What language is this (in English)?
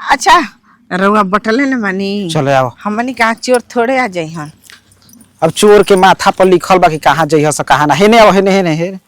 Bhojpuri